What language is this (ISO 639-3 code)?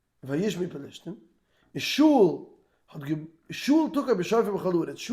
yid